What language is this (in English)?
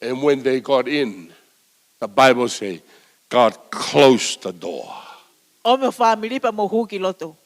Tongan